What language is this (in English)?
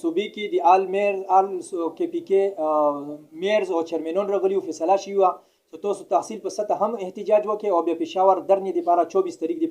Pashto